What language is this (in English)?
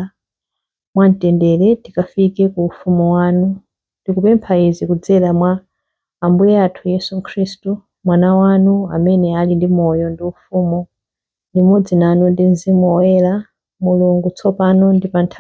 Nyanja